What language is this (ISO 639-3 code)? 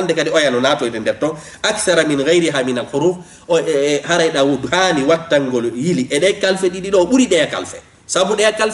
ful